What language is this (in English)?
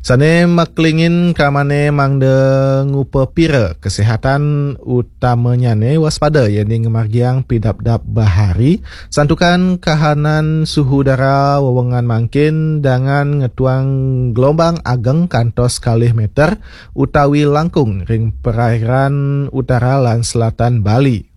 Balinese